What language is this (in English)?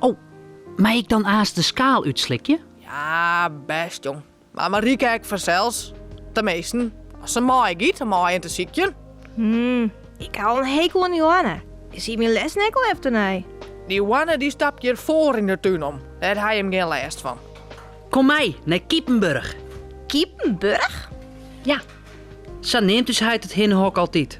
Western Frisian